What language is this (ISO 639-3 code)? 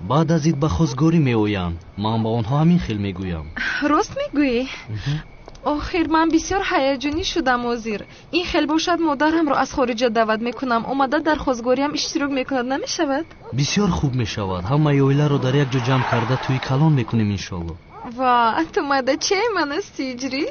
tgk